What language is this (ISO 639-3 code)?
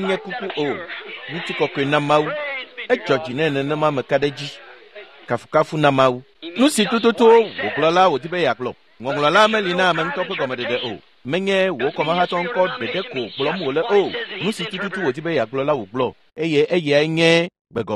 ewe